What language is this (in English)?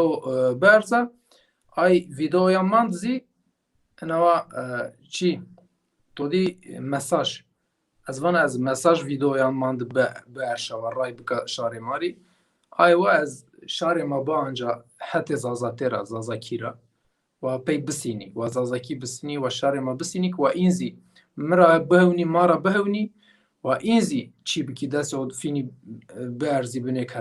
Zaza